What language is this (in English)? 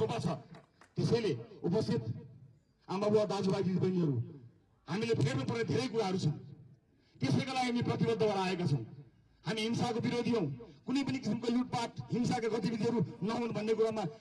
Nepali